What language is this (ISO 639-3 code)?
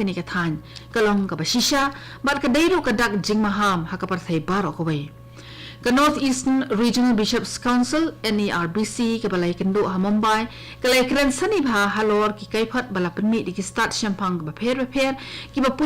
kha